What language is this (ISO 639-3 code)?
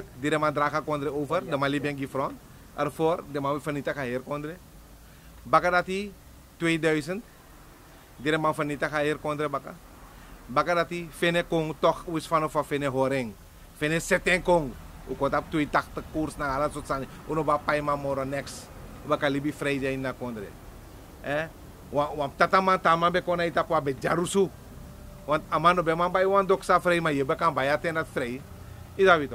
srn